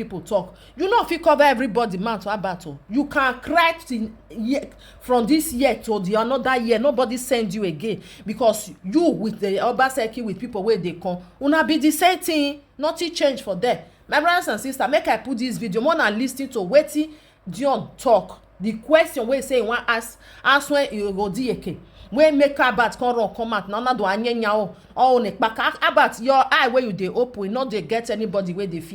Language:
Nigerian Pidgin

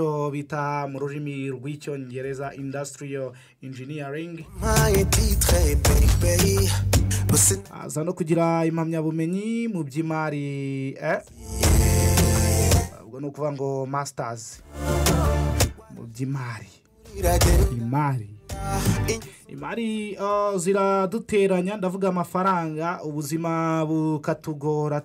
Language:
Kinyarwanda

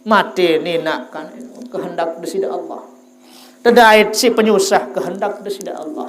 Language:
Sasak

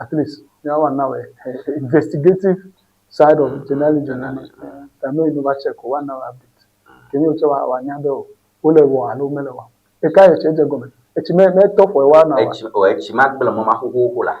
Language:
Ewe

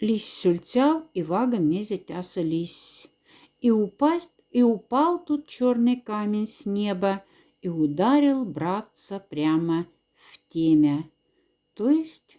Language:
Moksha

